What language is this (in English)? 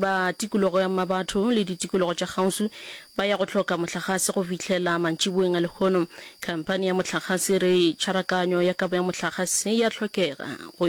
Northern Sotho